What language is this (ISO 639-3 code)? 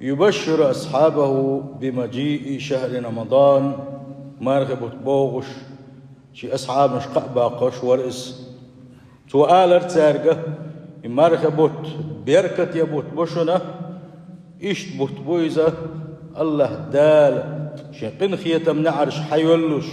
che